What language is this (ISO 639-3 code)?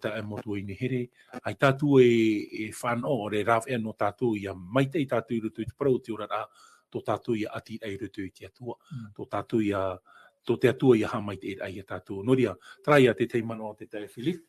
tah